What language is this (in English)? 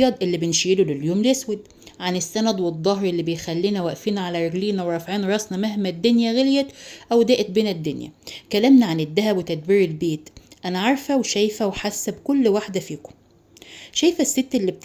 Egyptian Arabic